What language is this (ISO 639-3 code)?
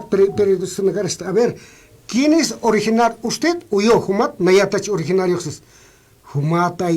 aym